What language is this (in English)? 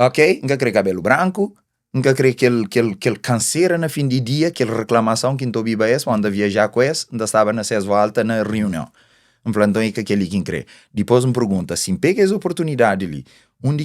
Kabuverdianu